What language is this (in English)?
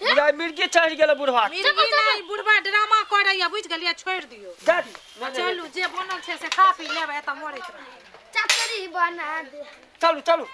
Maithili